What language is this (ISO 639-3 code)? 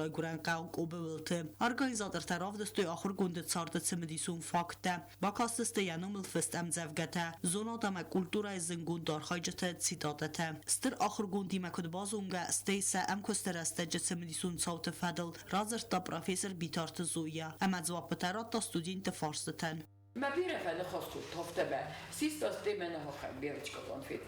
oss